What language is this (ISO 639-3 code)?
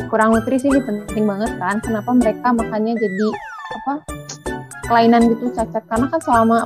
ind